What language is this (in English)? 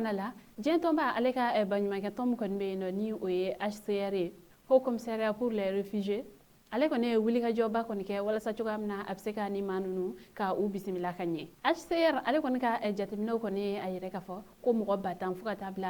Bambara